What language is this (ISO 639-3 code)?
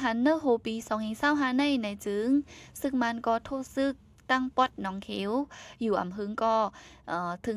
shn